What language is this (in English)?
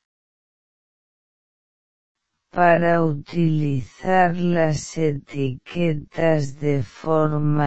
Spanish